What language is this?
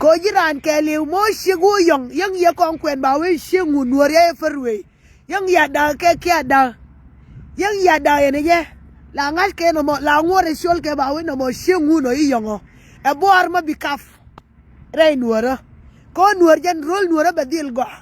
Nuer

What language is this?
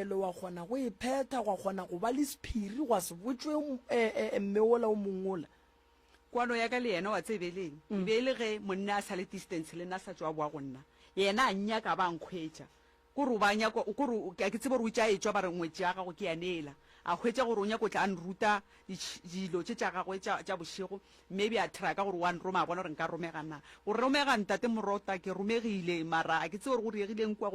Northern Sotho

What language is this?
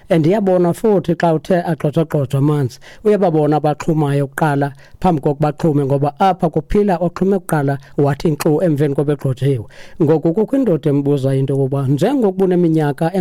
Xhosa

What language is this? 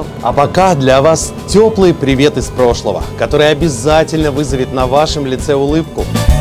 Russian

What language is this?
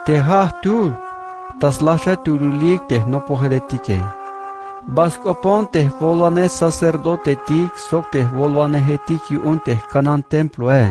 Tzeltal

